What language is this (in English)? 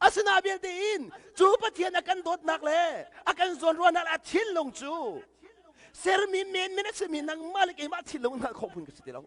Hakha Chin